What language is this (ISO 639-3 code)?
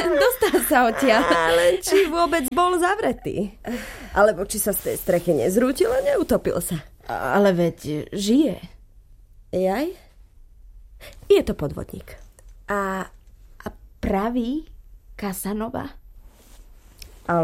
slk